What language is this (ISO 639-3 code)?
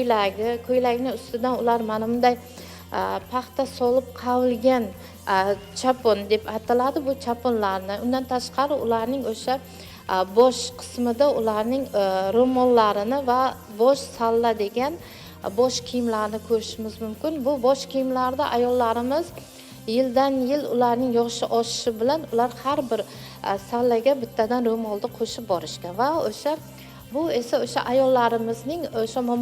uzb